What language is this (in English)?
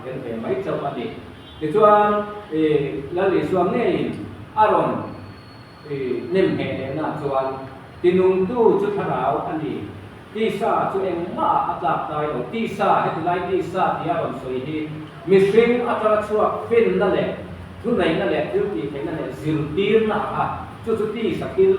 Mizo